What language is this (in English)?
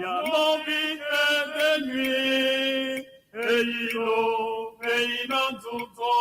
Ewe